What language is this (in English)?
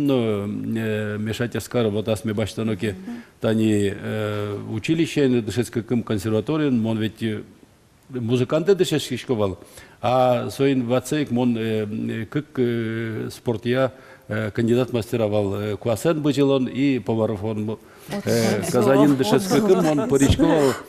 Udmurt